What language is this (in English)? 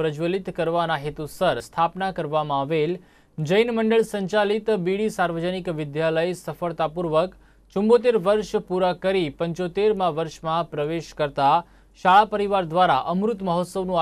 Gujarati